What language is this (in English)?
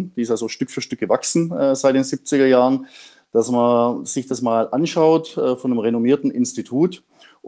German